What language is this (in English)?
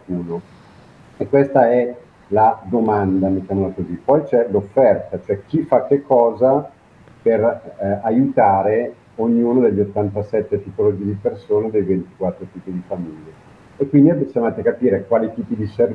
Italian